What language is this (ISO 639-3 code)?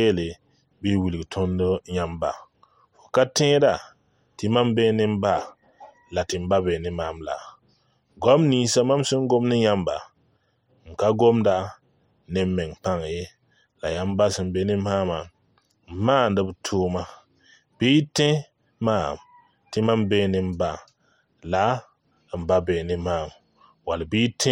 mos